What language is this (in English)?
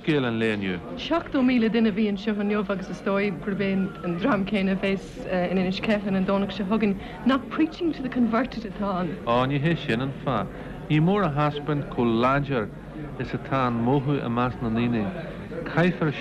Irish